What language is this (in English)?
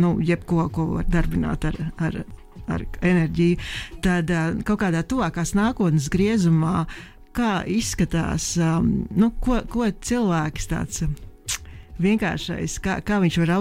Latvian